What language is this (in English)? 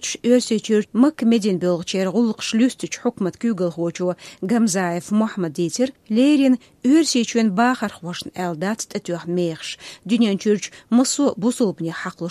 Chechen